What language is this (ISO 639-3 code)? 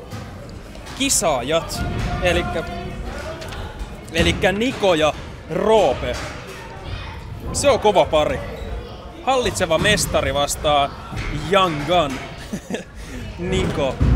fin